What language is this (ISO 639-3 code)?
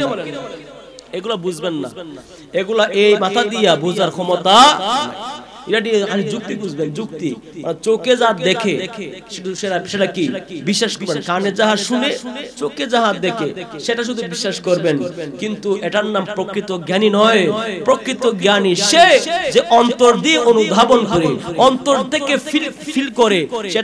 ben